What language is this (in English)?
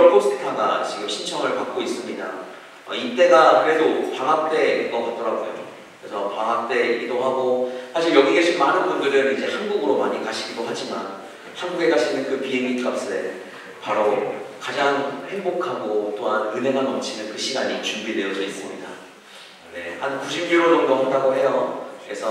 Korean